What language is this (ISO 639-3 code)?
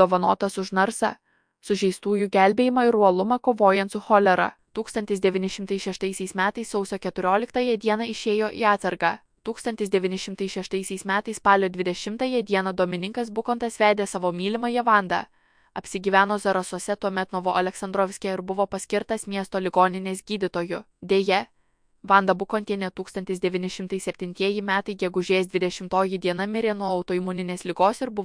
lit